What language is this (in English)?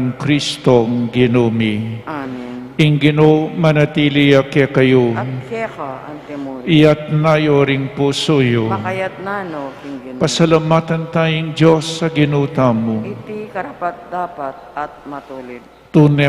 Pampanga